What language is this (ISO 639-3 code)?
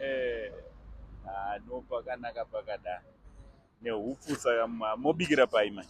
sna